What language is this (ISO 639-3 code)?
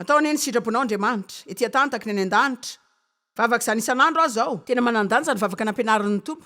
mlg